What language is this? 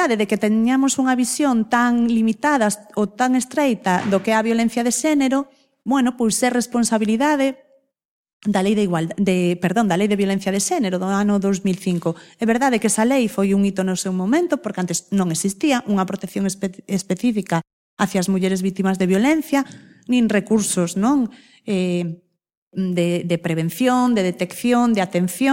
Galician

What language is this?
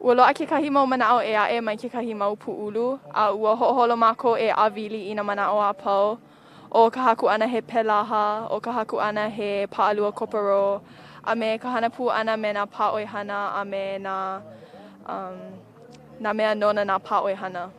Hawaiian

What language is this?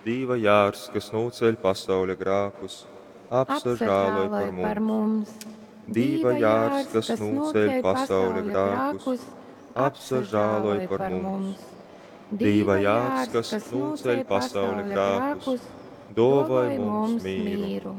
Latgalian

